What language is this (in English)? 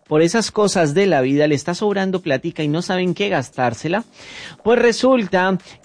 Spanish